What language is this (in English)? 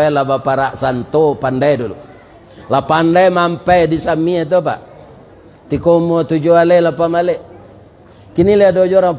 Minangkabau